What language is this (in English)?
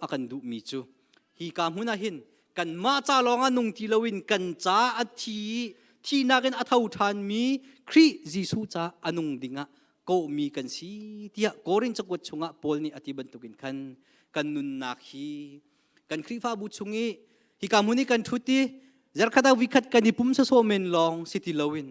Hakha Chin